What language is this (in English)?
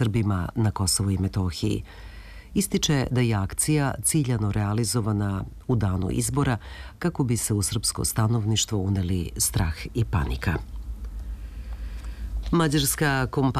Serbian